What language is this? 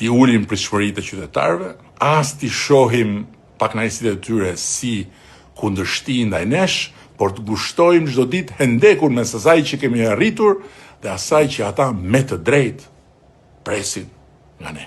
Albanian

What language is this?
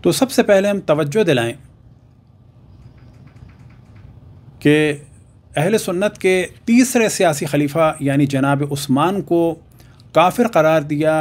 Urdu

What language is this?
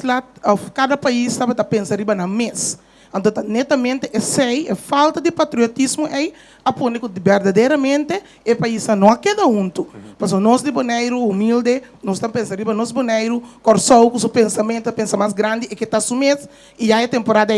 Papiamento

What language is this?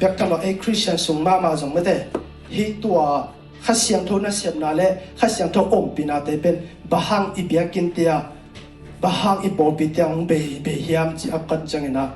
Tedim Chin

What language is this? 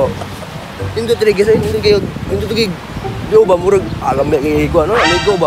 Cebuano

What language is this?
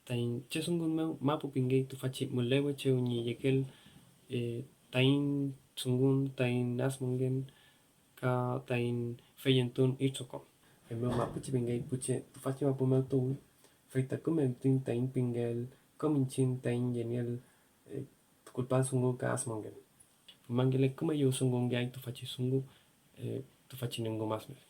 Mapuche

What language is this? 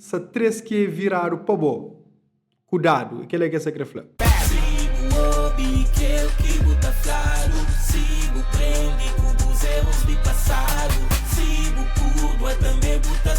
Kabuverdianu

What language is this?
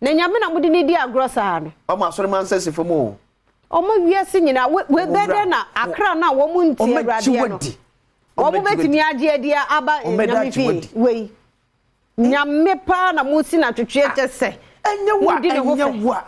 Akan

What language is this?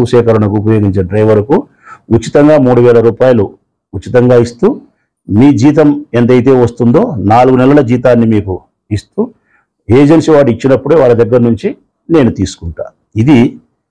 Telugu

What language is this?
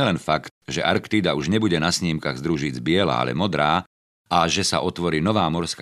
Slovak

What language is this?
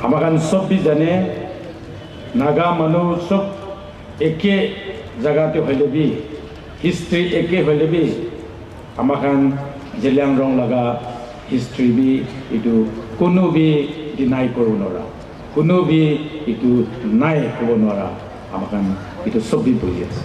Naga Pidgin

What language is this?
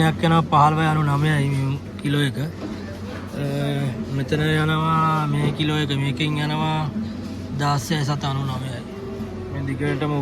Sinhala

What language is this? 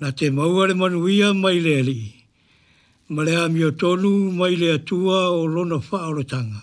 Samoan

